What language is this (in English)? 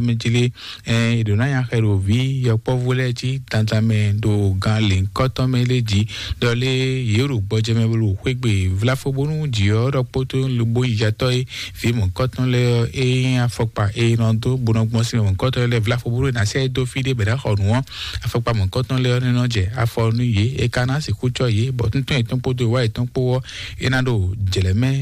Fon